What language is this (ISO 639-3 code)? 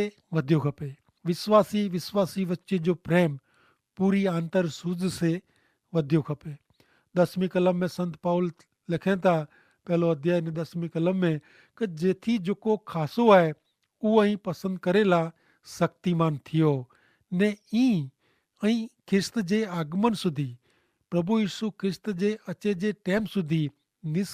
kfr